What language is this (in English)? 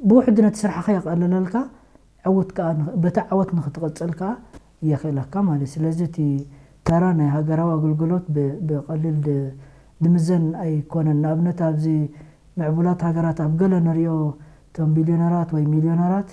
Tigrinya